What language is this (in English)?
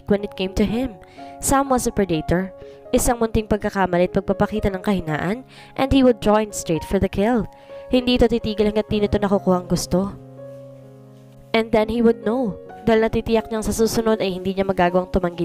Filipino